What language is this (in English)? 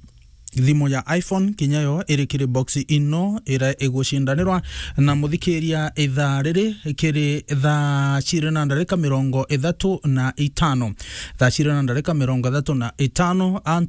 Meru